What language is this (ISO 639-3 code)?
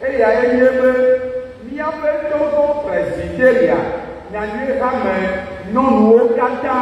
ewe